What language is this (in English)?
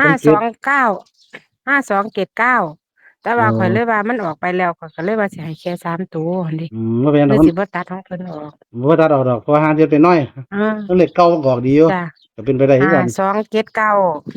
Northeastern Thai